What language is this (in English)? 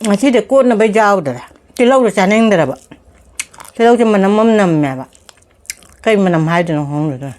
Manipuri